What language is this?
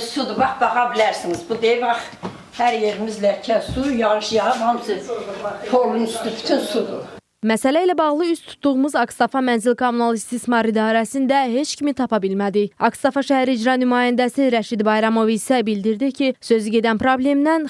Azerbaijani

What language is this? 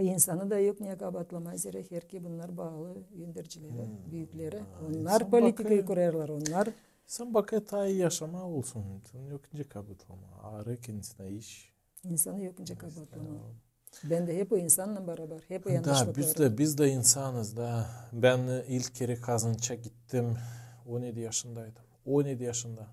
Gagauz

